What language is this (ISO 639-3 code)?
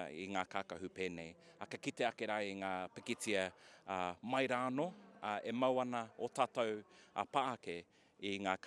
mri